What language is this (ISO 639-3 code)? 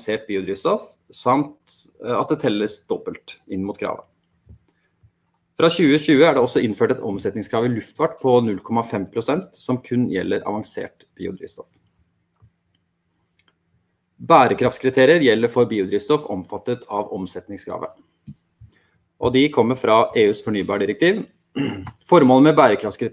nor